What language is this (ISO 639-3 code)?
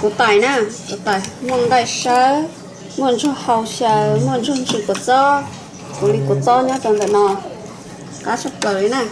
hmn